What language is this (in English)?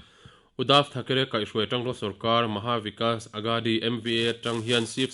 Mizo